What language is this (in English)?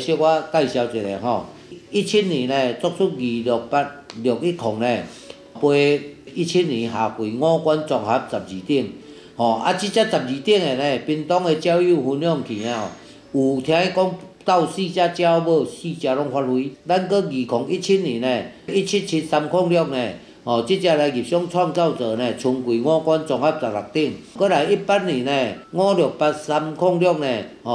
Min Nan Chinese